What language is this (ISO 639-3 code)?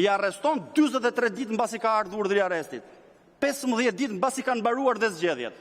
sqi